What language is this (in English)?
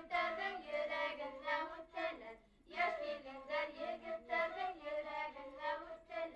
Bashkir